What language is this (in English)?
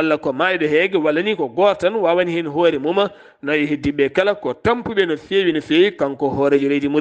Fula